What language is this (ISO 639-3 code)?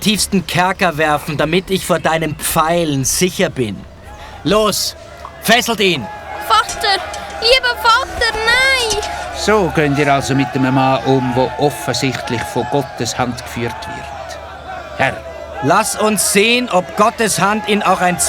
gsw